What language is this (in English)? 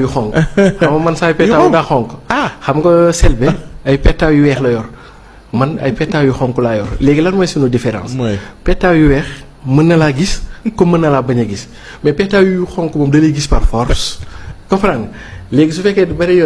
Wolof